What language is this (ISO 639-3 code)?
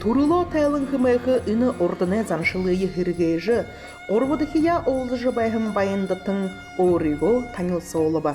bua